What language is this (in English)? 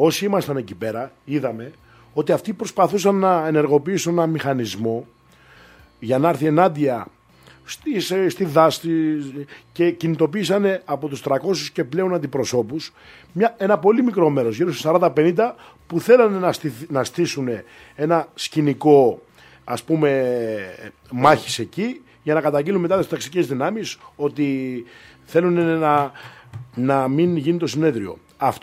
Greek